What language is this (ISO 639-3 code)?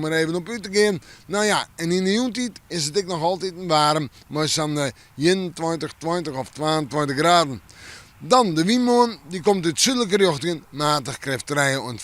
fry